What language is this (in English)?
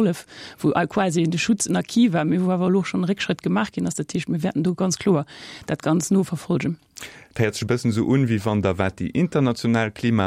Luxembourgish